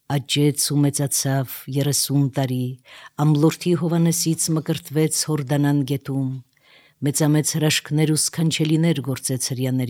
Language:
Armenian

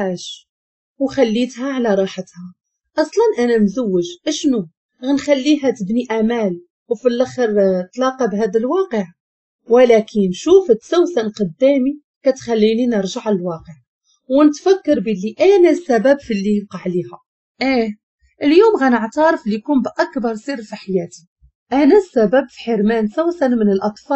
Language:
Moroccan Arabic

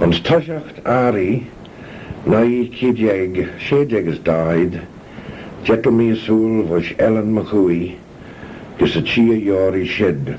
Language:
Manx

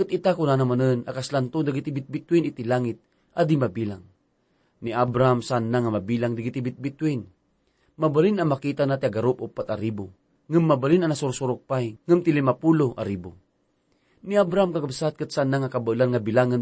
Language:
Iloko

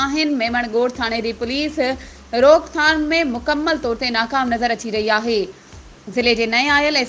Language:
Sindhi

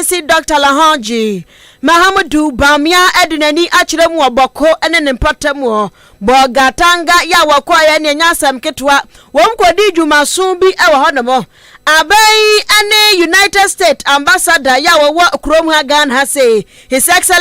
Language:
Akan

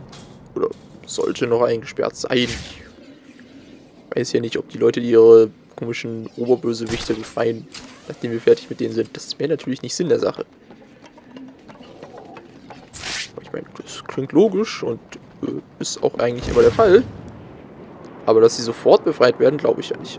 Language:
German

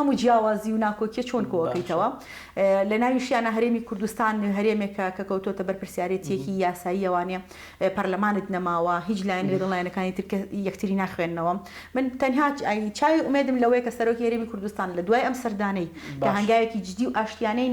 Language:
Central Kurdish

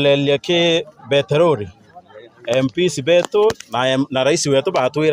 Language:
Meru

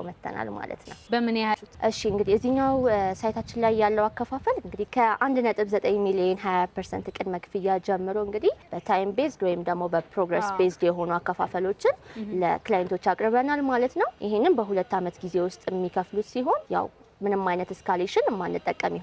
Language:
Amharic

